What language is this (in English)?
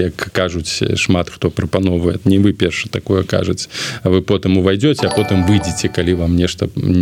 Belarusian